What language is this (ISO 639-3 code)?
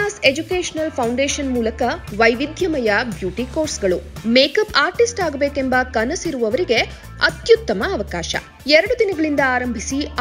kan